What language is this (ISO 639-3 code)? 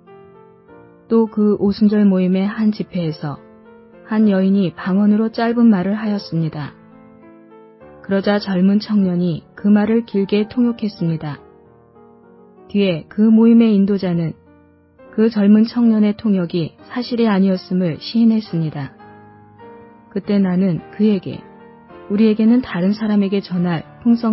kor